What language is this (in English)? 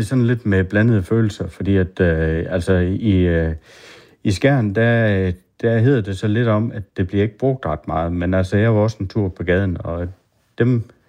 Danish